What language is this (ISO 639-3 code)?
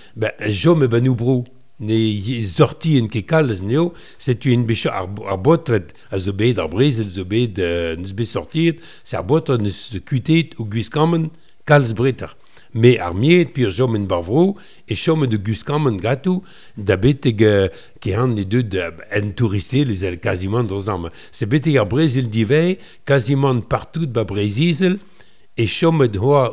bre